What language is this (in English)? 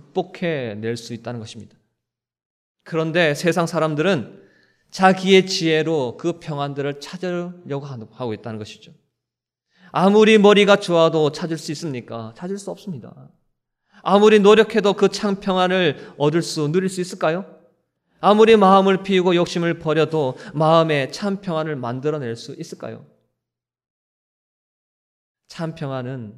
Korean